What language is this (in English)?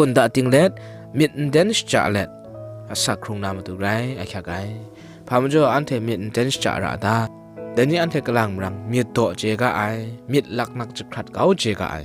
Kachin